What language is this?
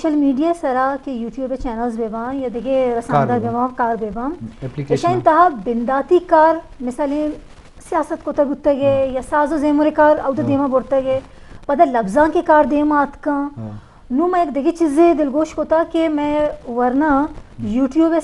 Eastern Balochi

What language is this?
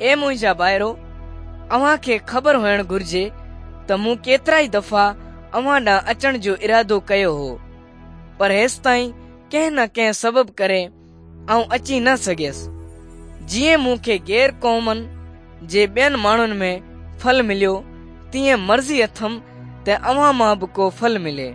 Sindhi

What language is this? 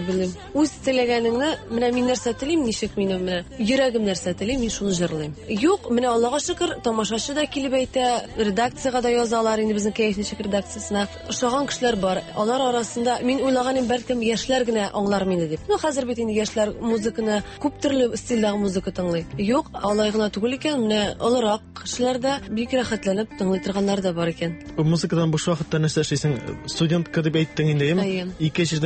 Tatar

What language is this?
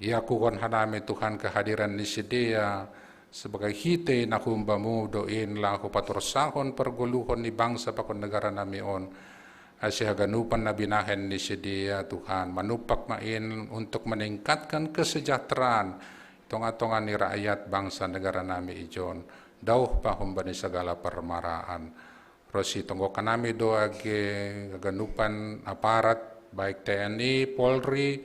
Batak Simalungun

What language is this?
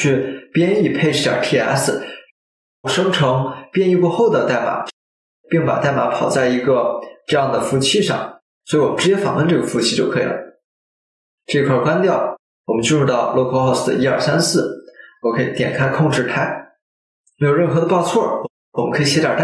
Chinese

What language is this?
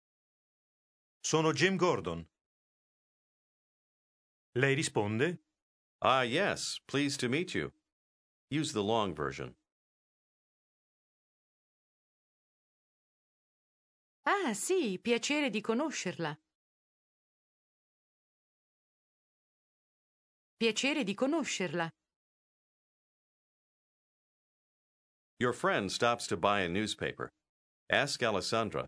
Italian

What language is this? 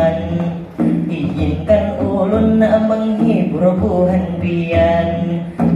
Banjar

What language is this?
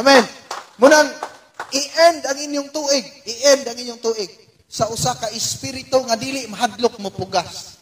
Cebuano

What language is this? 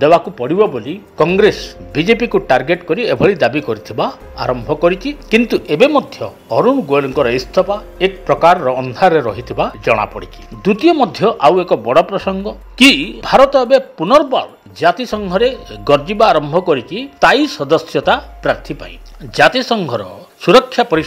Odia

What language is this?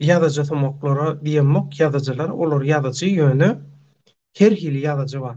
Turkmen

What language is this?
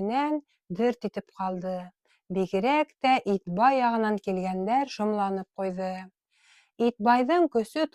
Bashkir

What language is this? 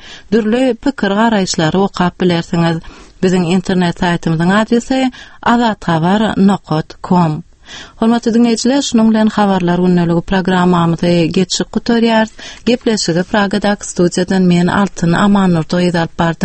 Turkmen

